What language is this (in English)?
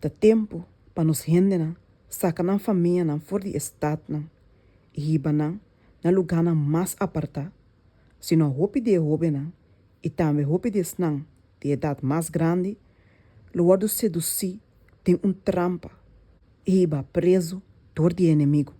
Papiamento